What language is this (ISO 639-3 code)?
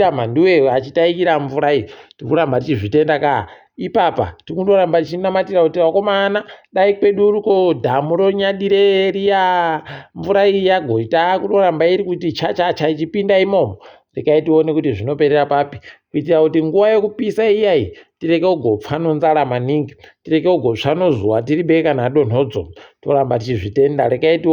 ndc